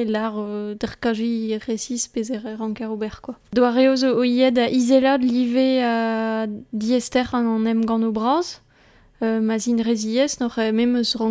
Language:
Breton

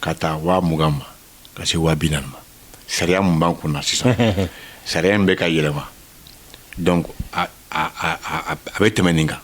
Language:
Bambara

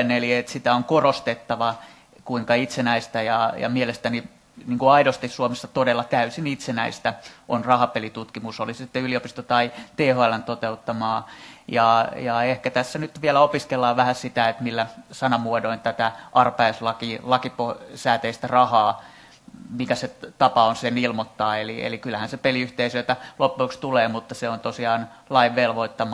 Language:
Finnish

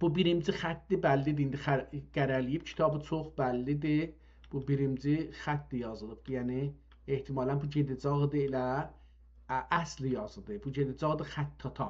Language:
South Azerbaijani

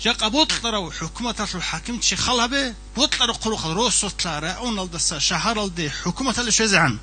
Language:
Avaric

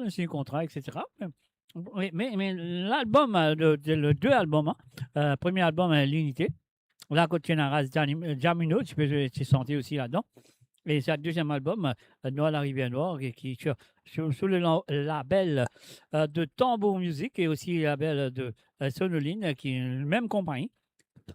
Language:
Morisyen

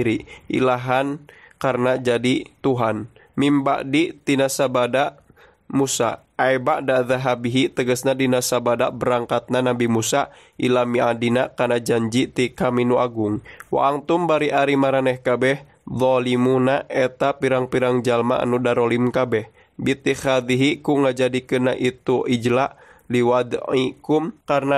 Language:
Sundanese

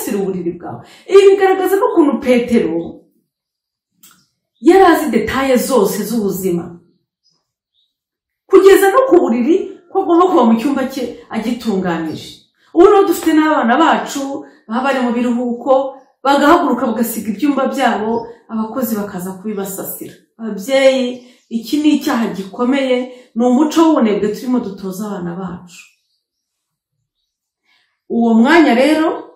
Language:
Kinyarwanda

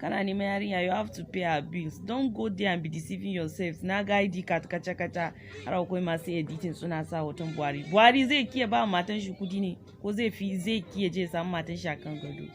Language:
Hausa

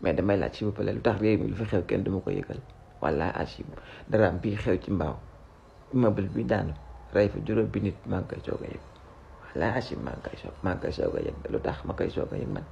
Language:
Wolof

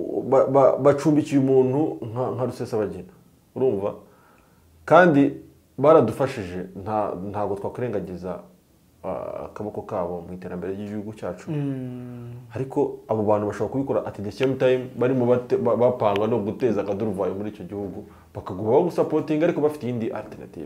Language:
Kinyarwanda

